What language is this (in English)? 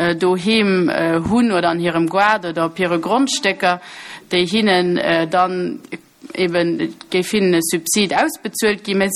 Luxembourgish